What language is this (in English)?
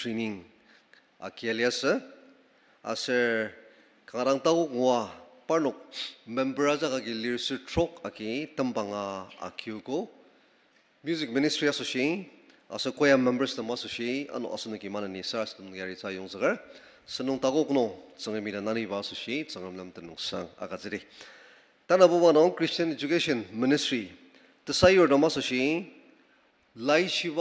Ao Naga